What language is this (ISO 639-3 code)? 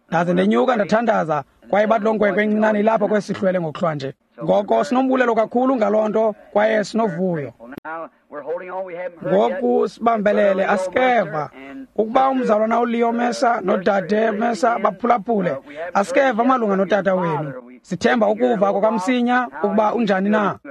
xho